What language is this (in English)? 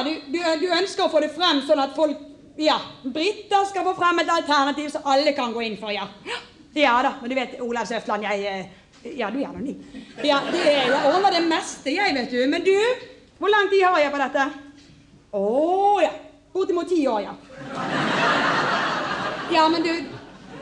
Norwegian